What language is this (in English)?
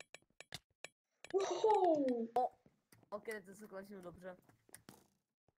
Czech